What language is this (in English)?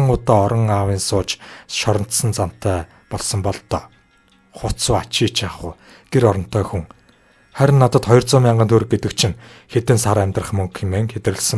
Mongolian